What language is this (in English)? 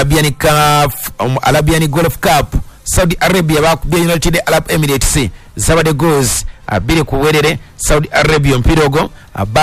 Ganda